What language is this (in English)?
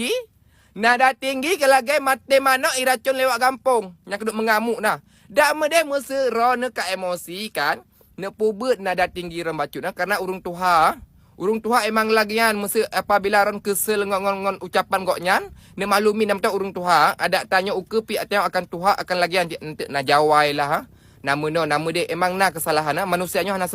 Achinese